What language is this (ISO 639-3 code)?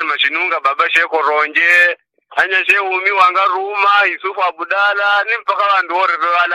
yao